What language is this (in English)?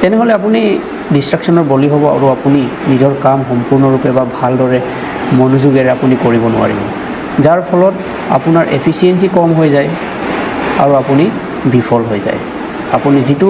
Assamese